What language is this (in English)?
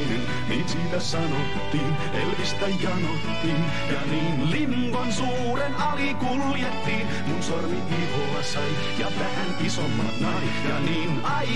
Finnish